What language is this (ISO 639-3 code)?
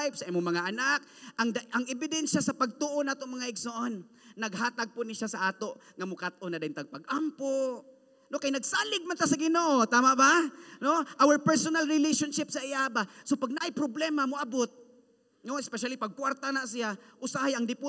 ceb